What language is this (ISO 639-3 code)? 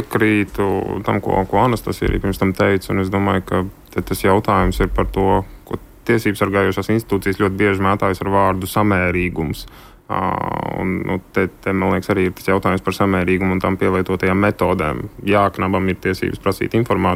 lav